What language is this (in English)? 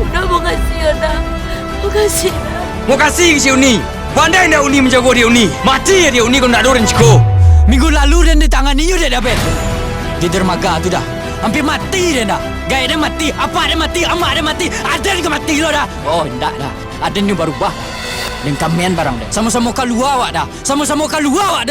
Minangkabau